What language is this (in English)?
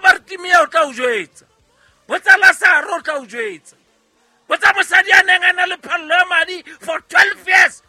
Southern Sotho